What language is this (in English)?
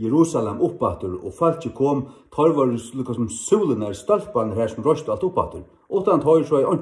Faroese